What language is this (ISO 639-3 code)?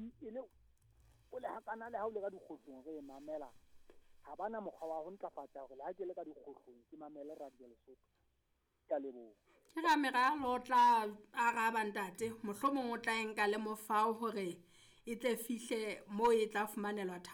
sot